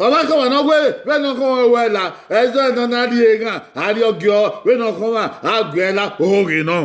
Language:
Bini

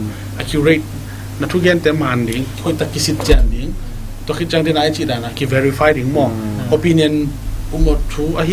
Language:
Tedim Chin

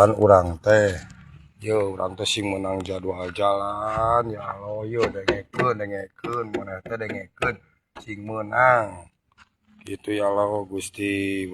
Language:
Sundanese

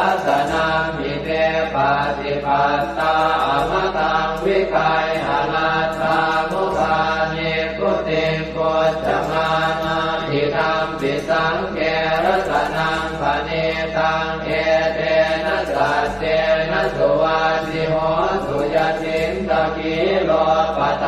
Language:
Pali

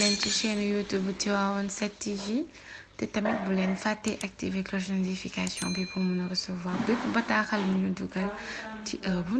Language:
Wolof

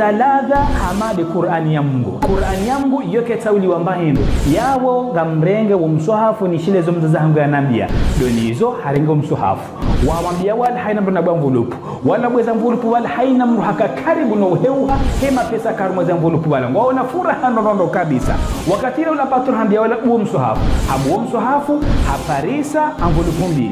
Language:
Ngazidja Comorian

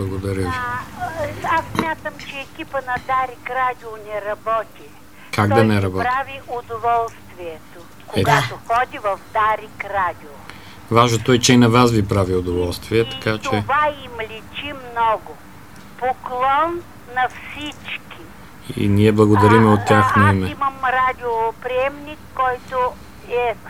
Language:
Bulgarian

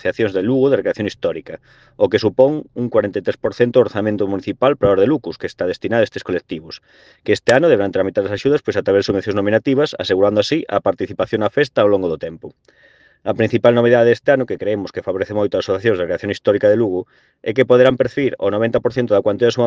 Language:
Galician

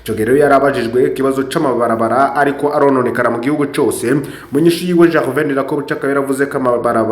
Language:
Rundi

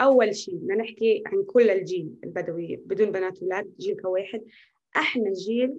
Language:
North Levantine Arabic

